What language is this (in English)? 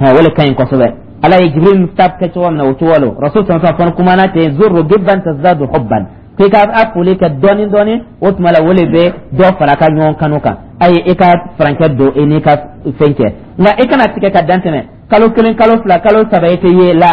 Dyula